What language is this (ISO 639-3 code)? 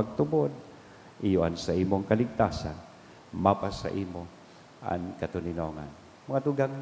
bik